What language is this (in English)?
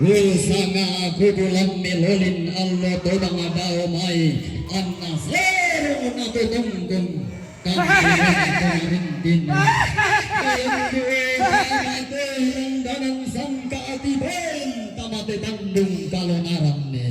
Toraja-Sa'dan